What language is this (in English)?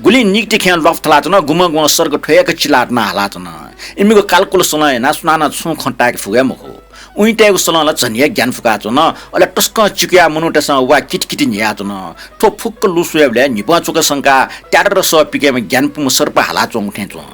Newari